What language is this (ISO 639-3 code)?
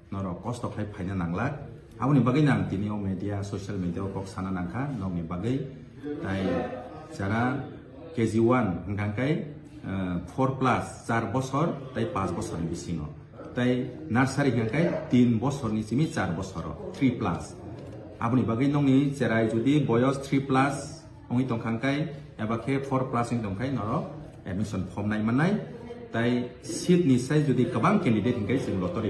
trp